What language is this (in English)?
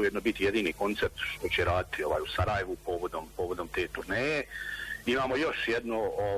Bosnian